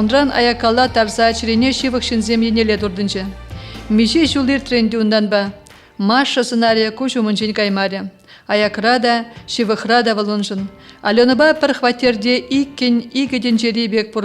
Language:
Chuvash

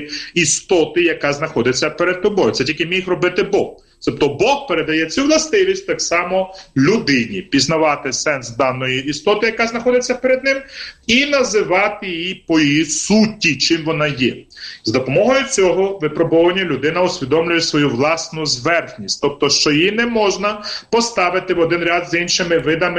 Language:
Ukrainian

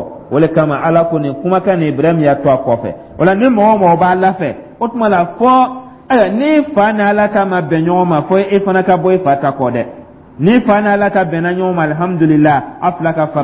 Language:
Dyula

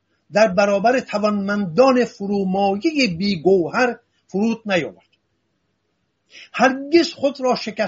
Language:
Persian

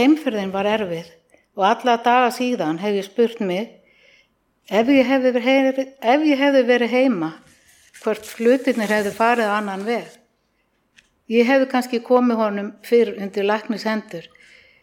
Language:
Icelandic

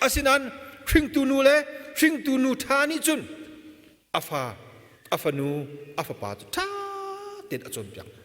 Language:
Hakha Chin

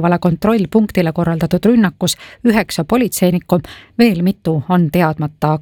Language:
Estonian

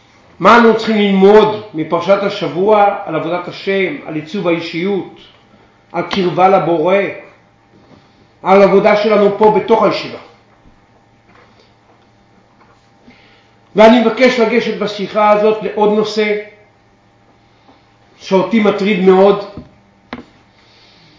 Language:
Hebrew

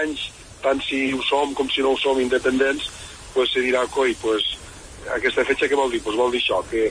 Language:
Catalan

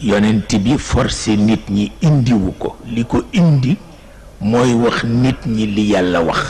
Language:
Wolof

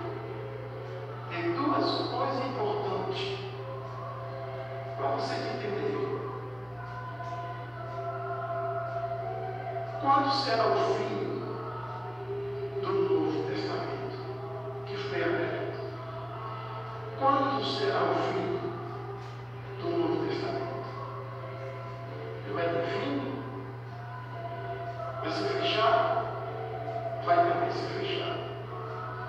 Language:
Portuguese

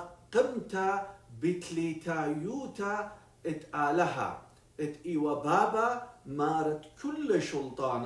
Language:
Assyrian Neo-Aramaic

